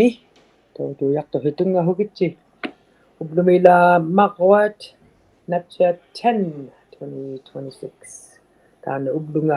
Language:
Inuktitut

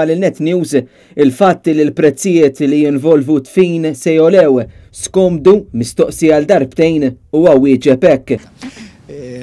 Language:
Maltese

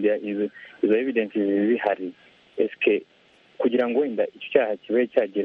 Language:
Kinyarwanda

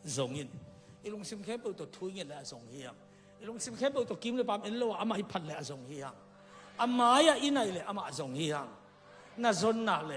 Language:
Tedim Chin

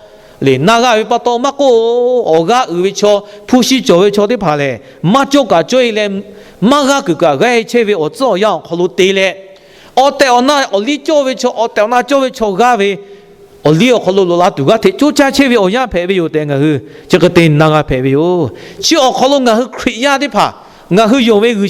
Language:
Lahu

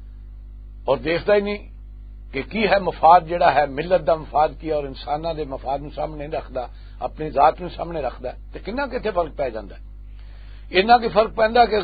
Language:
Western Panjabi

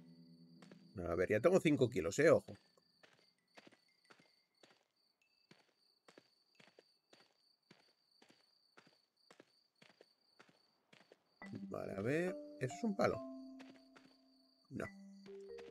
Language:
Spanish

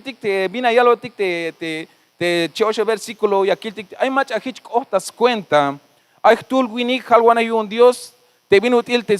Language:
Tzeltal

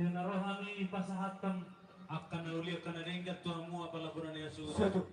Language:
Batak Toba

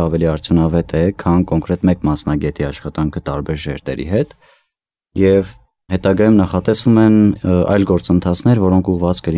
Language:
Armenian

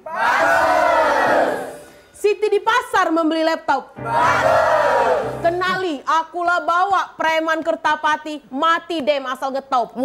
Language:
Musi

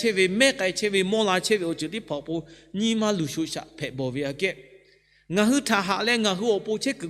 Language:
Lahu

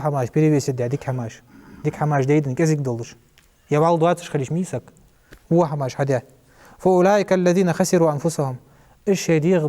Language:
Ingush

